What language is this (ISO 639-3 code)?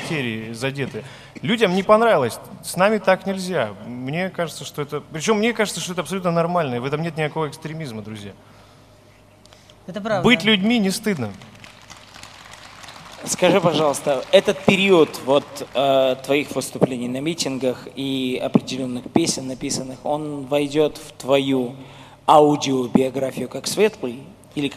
rus